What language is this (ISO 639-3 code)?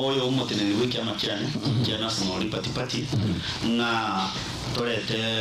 guz